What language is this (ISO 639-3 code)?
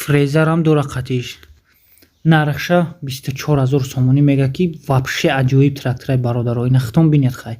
tgk